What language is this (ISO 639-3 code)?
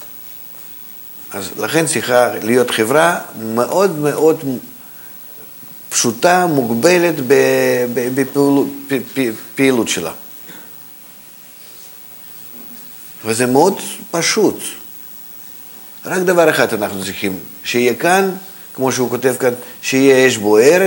heb